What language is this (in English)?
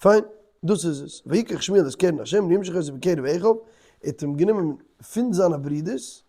Yiddish